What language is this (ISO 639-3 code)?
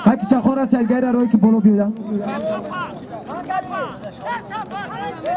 tgk